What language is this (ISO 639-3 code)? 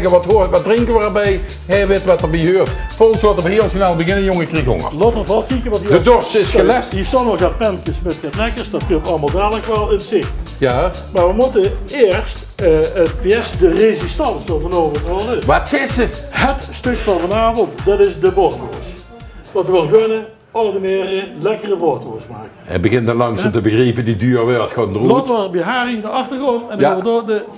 lim